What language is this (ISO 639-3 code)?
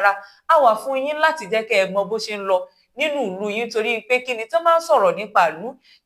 yor